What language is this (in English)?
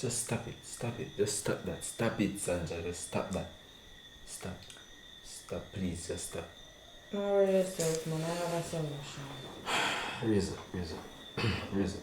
Jamaican Creole English